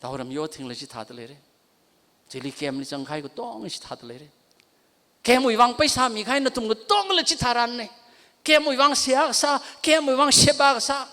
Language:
Tangkhul Naga (India)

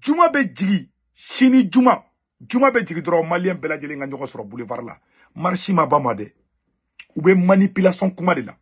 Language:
Bambara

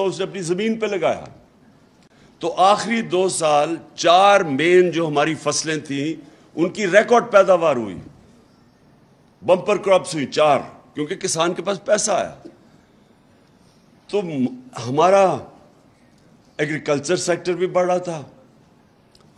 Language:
Urdu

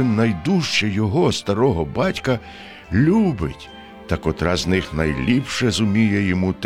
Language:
Ukrainian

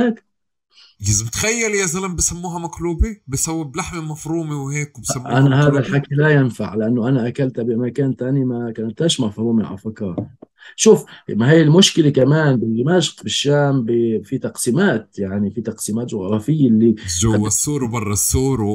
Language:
North Levantine Arabic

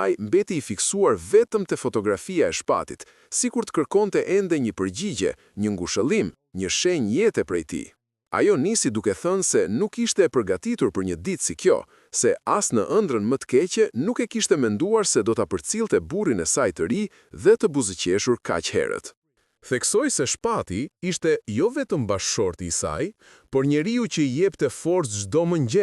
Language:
Albanian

